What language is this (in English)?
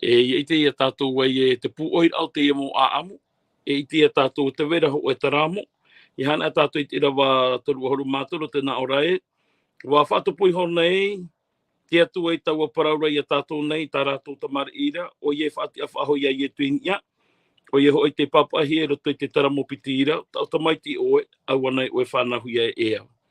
Tahitian